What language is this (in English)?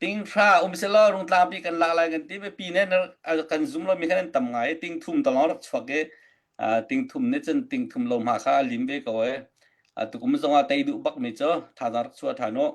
Hakha Chin